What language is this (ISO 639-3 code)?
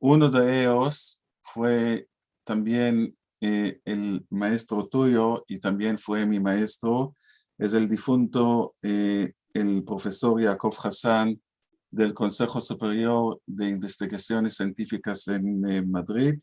lad